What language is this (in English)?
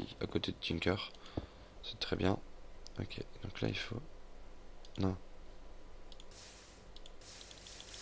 French